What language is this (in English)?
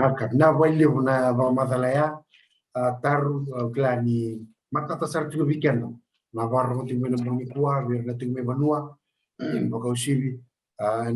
Fijian